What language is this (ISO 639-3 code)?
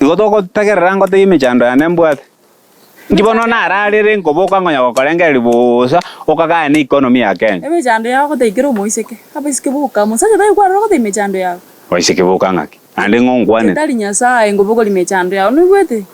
guz